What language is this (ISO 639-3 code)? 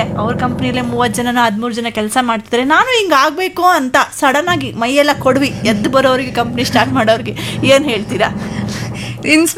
kan